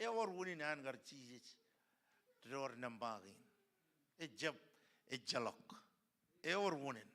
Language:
Marshallese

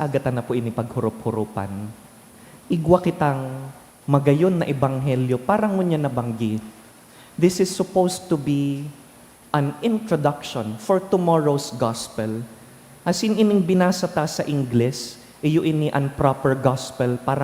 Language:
Bikol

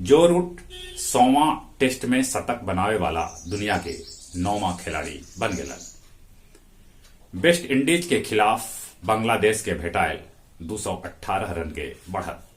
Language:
Magahi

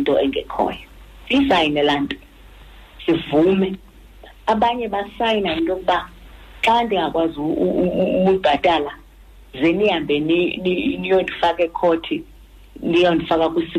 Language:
Xhosa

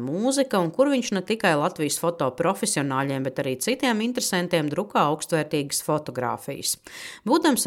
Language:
Latvian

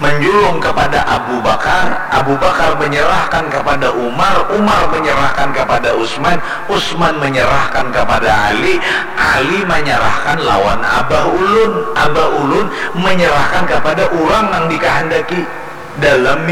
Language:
Banjar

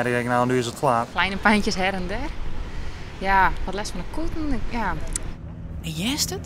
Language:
Western Frisian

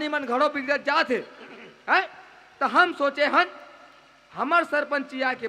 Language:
Chhattisgarhi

